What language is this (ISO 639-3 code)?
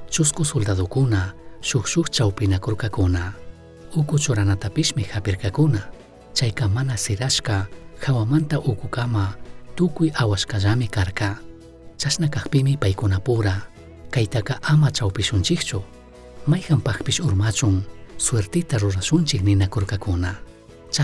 qug